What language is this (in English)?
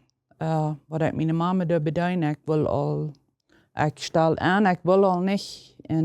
Plautdietsch